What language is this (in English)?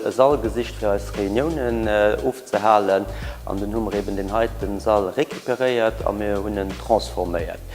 Luxembourgish